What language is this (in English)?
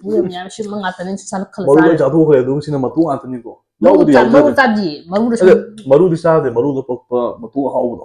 Manipuri